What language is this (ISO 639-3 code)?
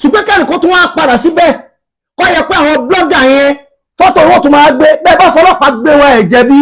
yor